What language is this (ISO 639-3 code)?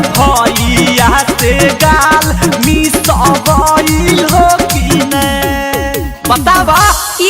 mag